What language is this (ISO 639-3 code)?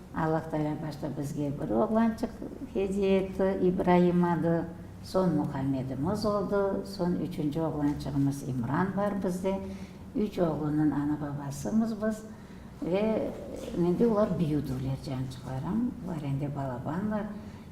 crh